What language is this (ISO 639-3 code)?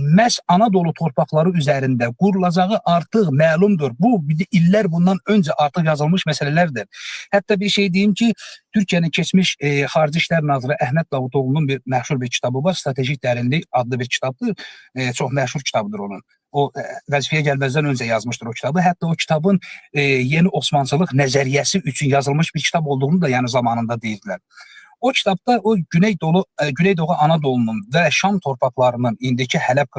aze